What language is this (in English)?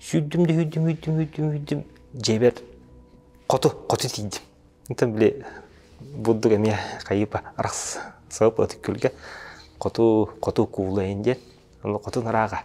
Yakut